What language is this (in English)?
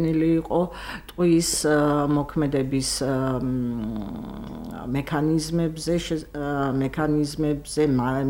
Georgian